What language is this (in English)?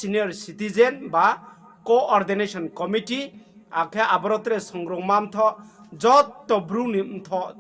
Riang (India)